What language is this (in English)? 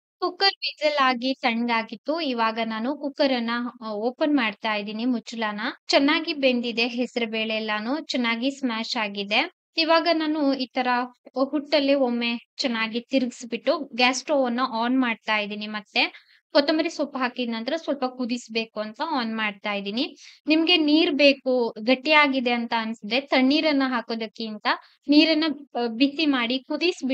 Kannada